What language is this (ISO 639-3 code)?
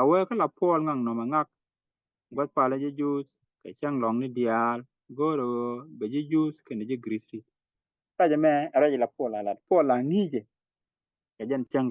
nus